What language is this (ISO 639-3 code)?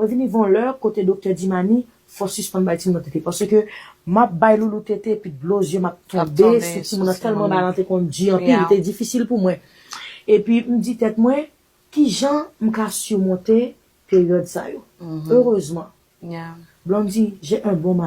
hat